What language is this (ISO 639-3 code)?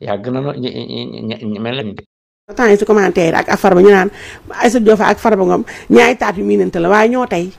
wol